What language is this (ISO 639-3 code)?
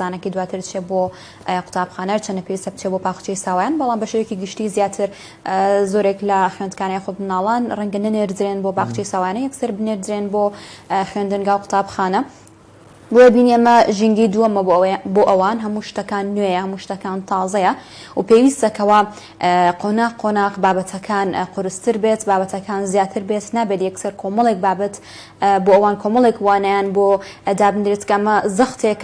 ckb